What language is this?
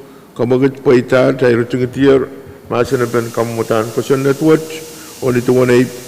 Pohnpeian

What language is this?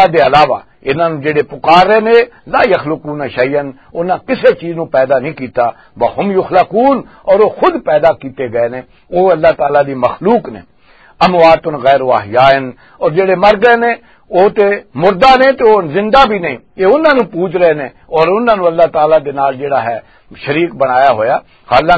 Western Panjabi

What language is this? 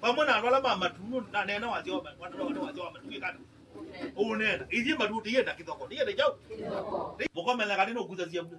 Kamba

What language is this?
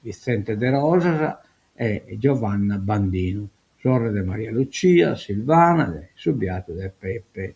Sardinian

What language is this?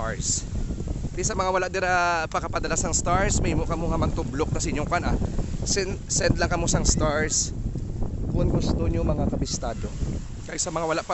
Hiligaynon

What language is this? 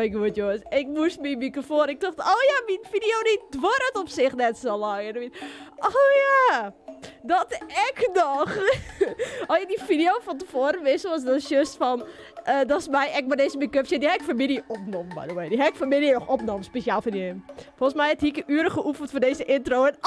Western Frisian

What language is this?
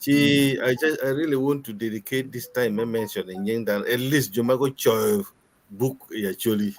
Acoli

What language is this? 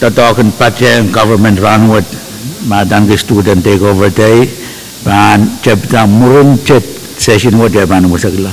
Pohnpeian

